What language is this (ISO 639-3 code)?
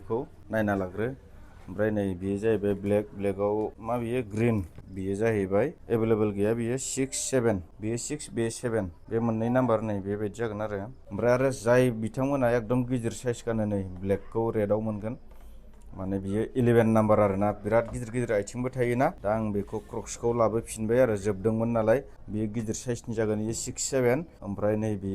brx